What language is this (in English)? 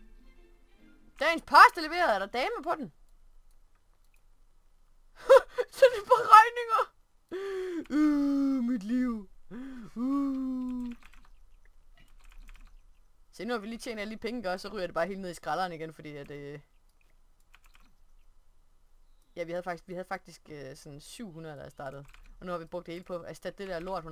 Danish